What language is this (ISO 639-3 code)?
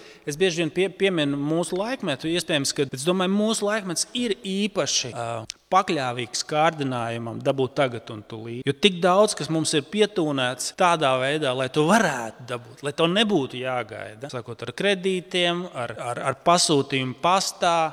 lav